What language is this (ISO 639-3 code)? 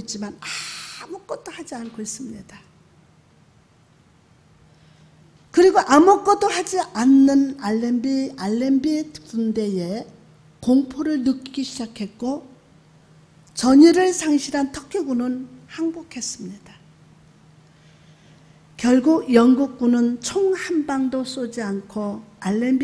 kor